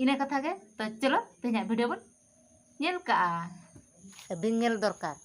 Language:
Santali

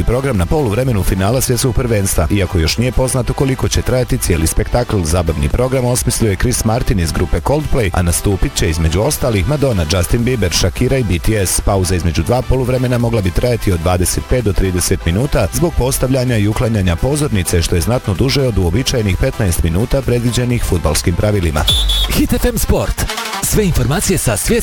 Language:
Bosnian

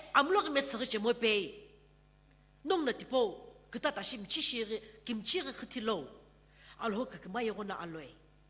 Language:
Sumi Naga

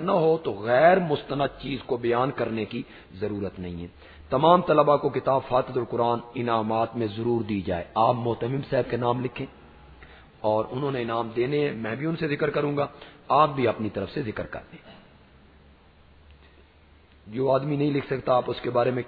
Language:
Urdu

